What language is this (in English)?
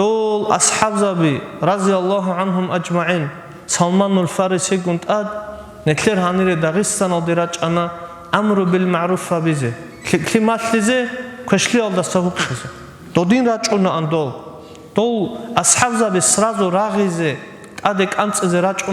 Avaric